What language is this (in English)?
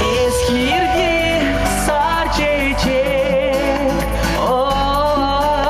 Chuvash